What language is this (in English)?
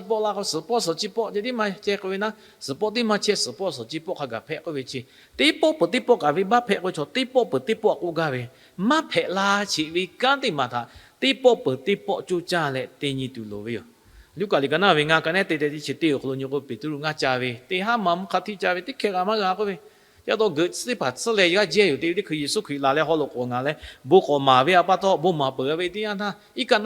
Lahu